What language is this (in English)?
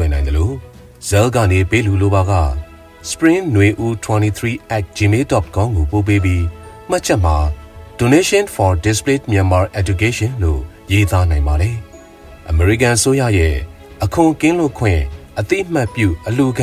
Burmese